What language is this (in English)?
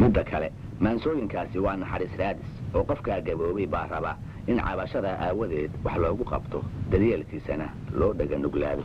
Somali